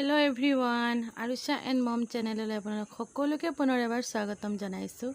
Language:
Assamese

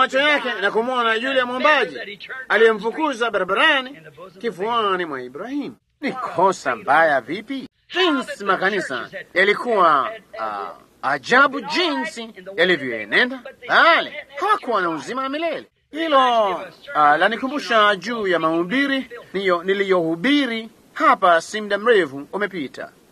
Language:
Swahili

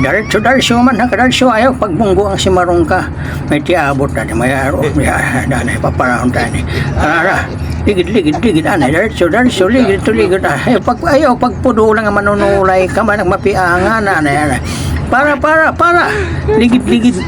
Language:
Waray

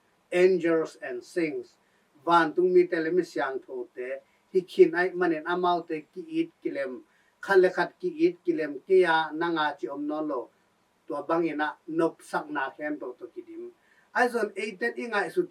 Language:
Tedim Chin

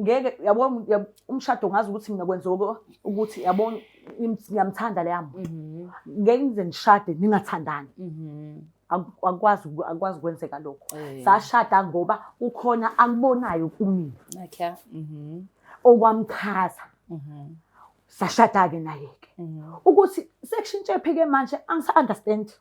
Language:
Zulu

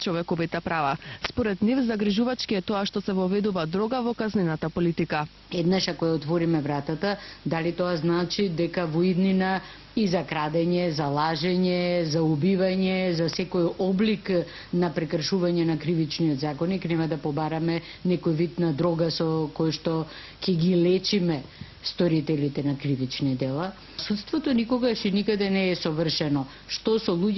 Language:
Macedonian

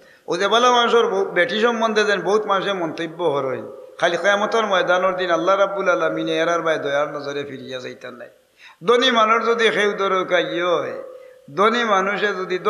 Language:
Sylheti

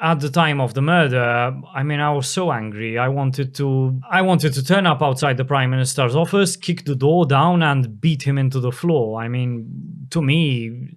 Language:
English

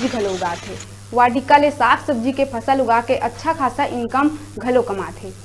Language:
Chhattisgarhi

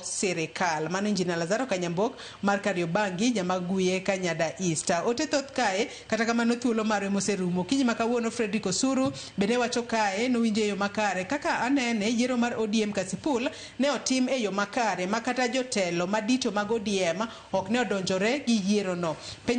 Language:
Luo (Kenya and Tanzania)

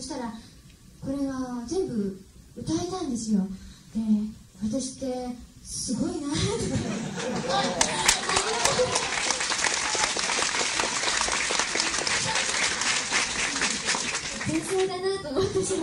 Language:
Japanese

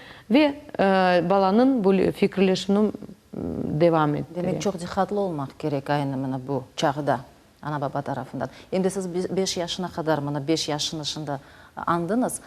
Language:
Crimean Tatar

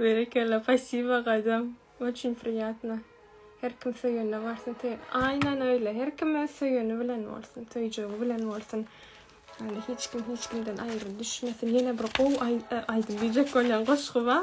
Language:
Turkmen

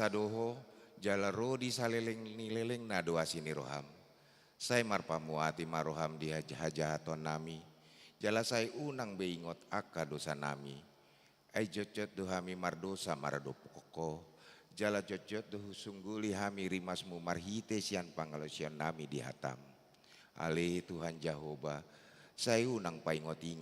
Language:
Batak Toba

